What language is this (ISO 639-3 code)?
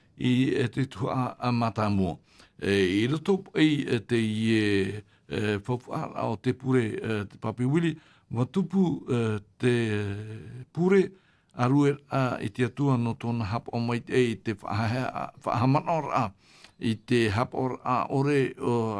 tah